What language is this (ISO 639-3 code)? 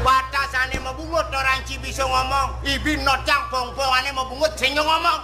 ban